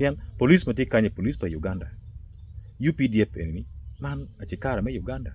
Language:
Acoli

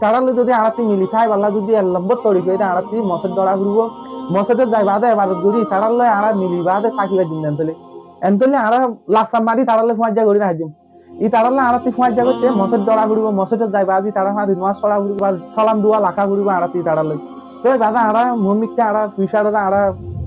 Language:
Rohingya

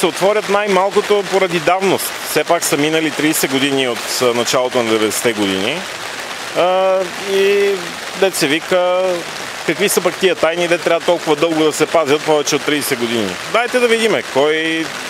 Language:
Bulgarian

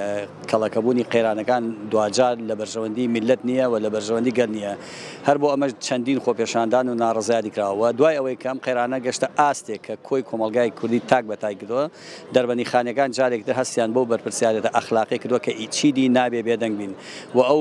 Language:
Central Kurdish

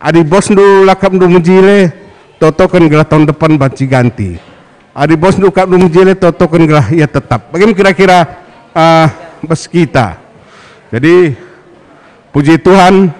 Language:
Batak Karo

